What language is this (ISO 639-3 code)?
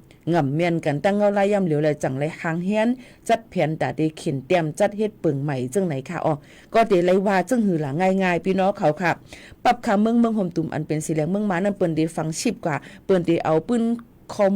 shn